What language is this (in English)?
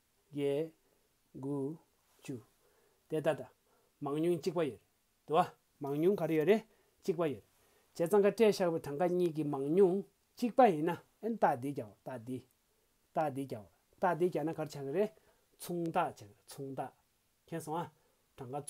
Tibetan